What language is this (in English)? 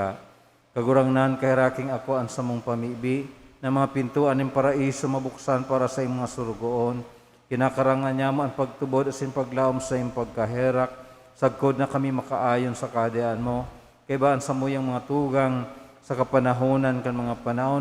Bikol